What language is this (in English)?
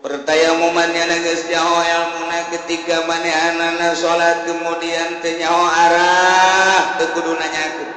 Sundanese